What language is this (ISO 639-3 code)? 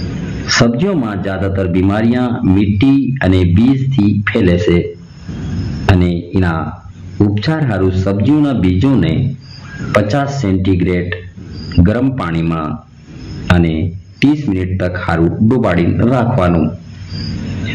guj